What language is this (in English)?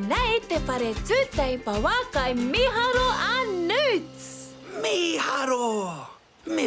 Māori